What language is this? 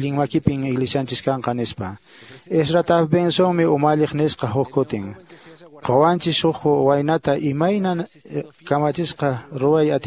Quechua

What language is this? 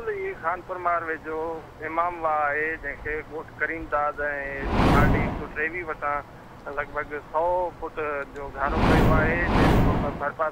Sindhi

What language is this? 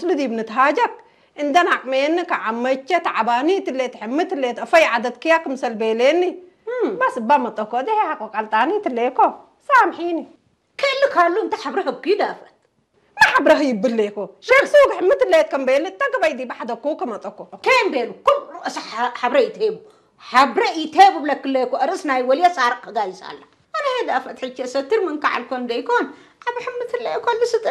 Tigrinya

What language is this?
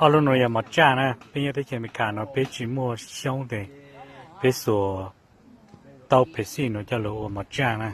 Hmong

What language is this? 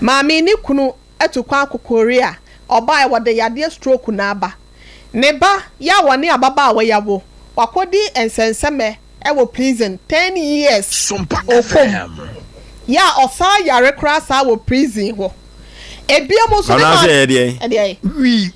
Akan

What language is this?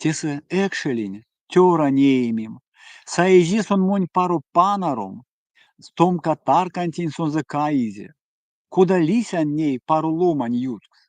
Erzya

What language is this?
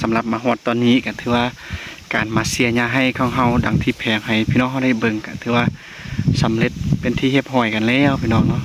Lao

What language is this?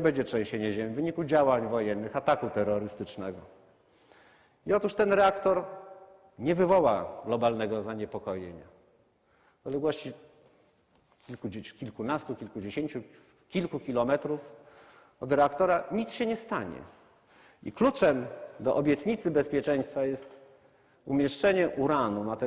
Polish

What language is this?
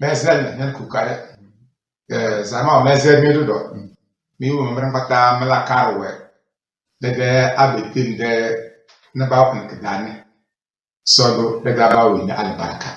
Tem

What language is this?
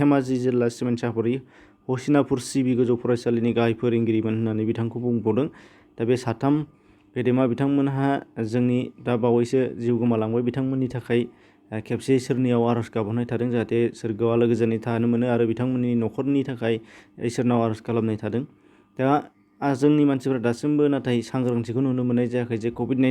Bodo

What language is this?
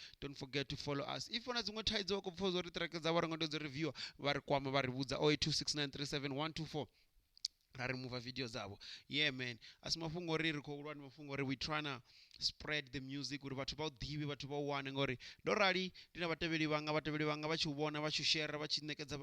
Venda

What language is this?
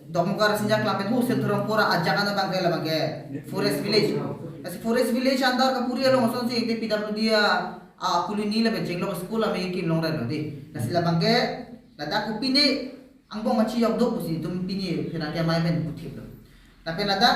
Karbi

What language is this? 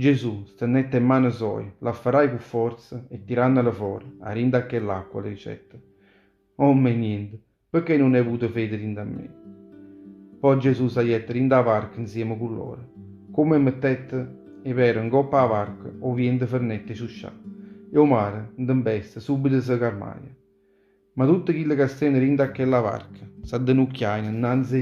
Neapolitan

